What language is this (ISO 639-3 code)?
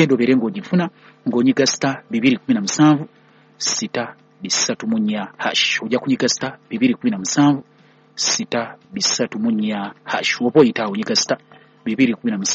lug